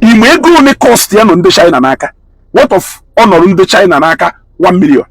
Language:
Igbo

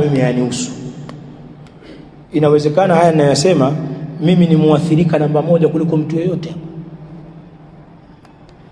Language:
Swahili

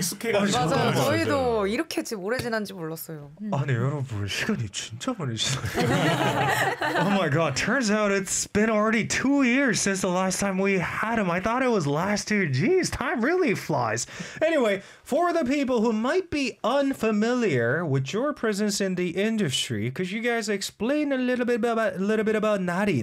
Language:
Korean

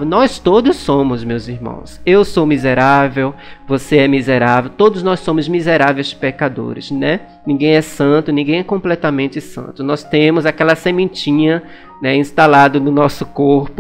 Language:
Portuguese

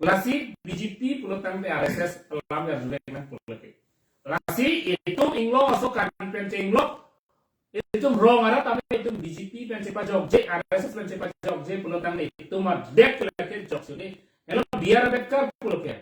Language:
Karbi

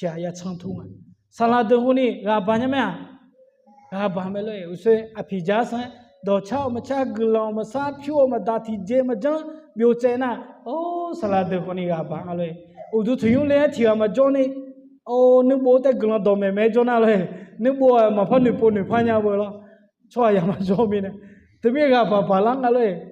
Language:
Akha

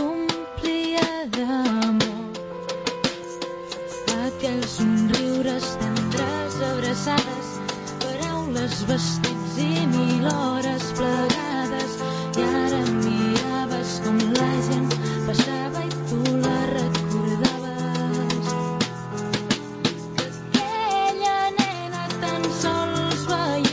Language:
Catalan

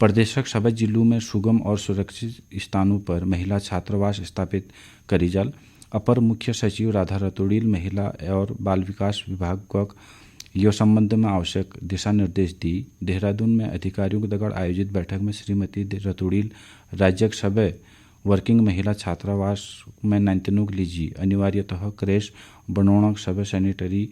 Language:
Garhwali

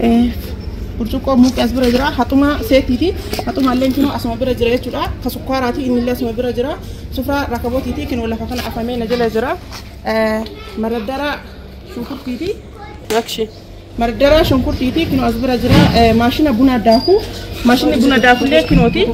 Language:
Oromo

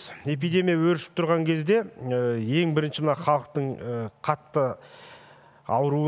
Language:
Kazakh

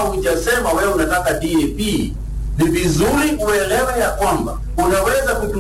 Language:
Swahili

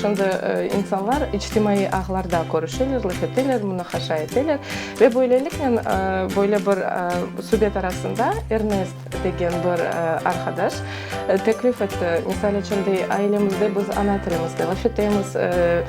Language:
Crimean Tatar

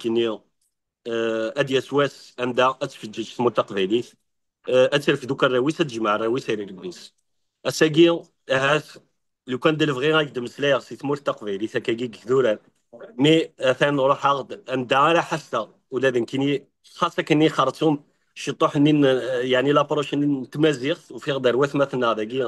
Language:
Kabyle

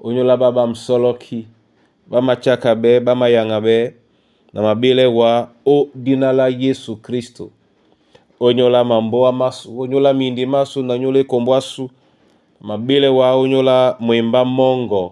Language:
Duala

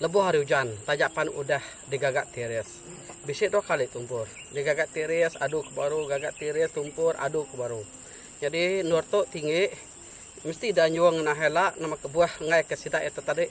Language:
Iban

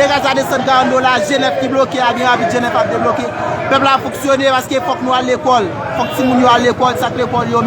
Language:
Haitian Creole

